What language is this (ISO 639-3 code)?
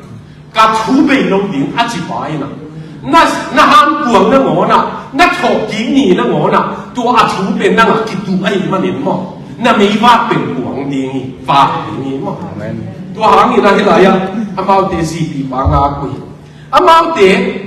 ctd